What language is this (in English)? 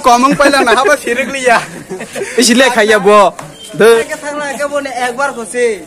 Kok Borok